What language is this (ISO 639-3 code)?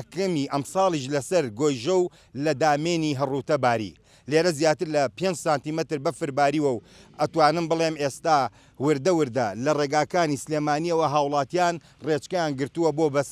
ckb